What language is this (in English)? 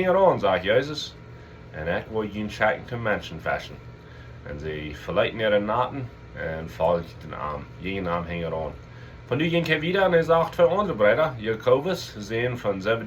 Plautdietsch